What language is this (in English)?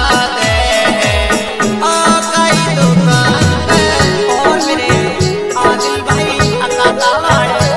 Haryanvi